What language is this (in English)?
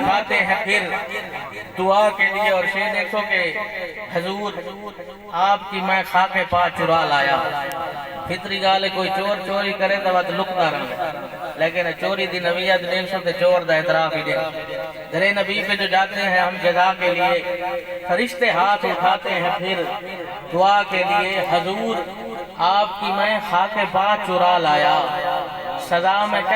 Saraiki